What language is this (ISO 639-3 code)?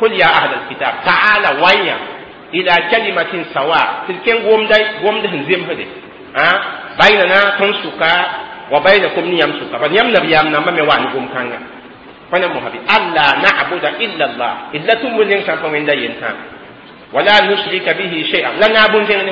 mos